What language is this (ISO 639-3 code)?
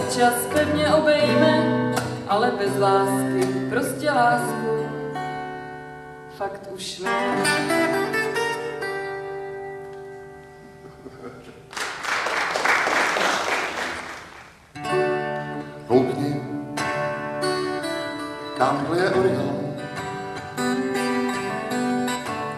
ces